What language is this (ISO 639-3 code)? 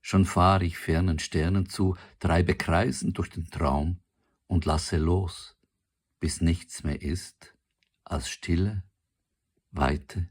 gsw